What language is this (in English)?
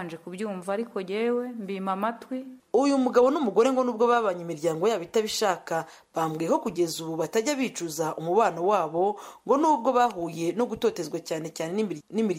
Kinyarwanda